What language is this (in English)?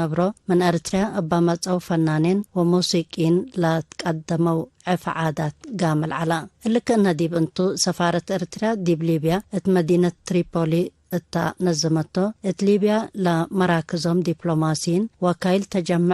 Tigre